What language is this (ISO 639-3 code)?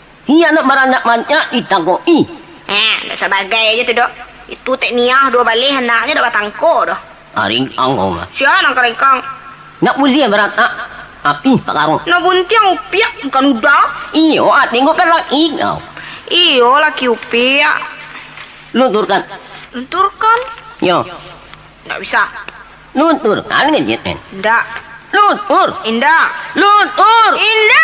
min